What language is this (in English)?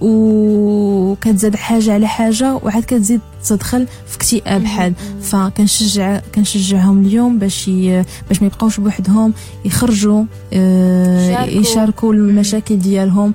Moroccan Arabic